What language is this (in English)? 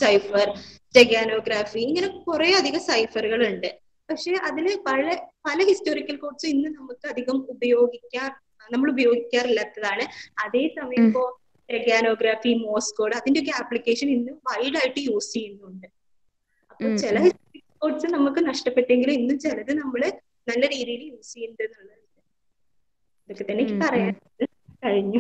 Malayalam